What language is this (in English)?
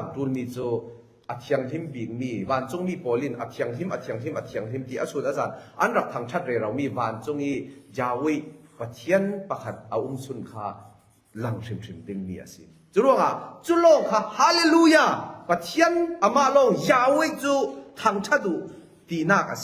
Falam Chin